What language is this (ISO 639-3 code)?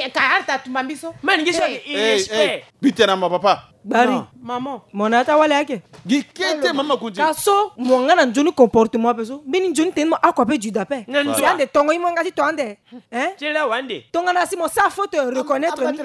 sag